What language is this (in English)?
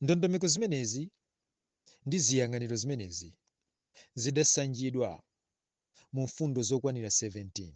Nyanja